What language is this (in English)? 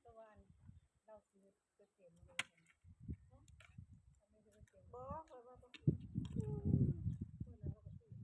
Northeastern Thai